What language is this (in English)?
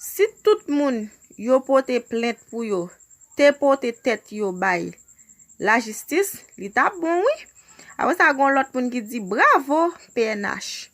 Haitian Creole